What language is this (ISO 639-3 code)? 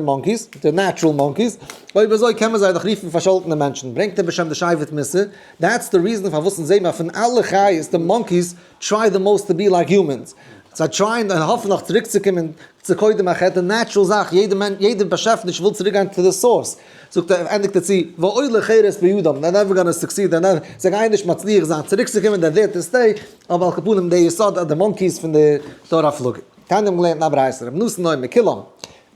yid